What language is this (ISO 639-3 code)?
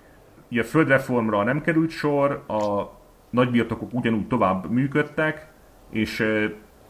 hun